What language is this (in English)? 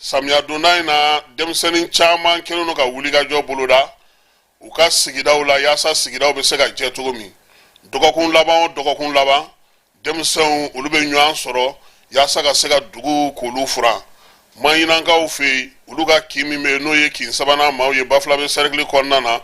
Bambara